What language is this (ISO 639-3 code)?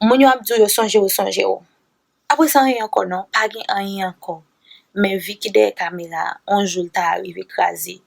hat